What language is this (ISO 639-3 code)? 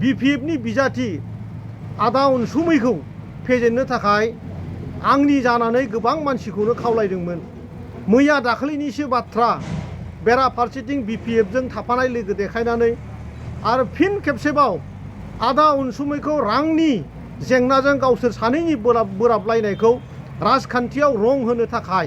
brx